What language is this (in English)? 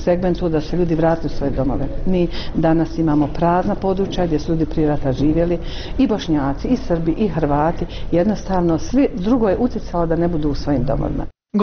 Bosnian